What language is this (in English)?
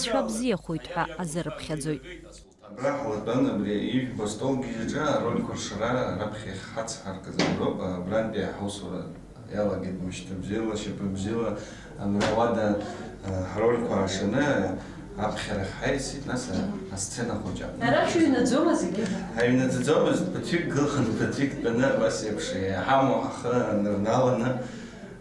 Abkhazian